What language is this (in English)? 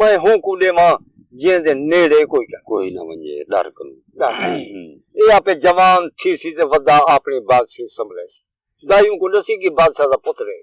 Saraiki